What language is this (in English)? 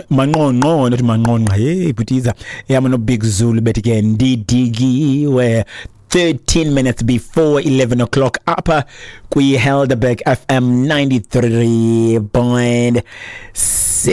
Xhosa